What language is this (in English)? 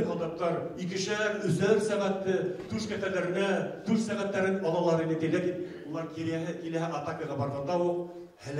Bashkir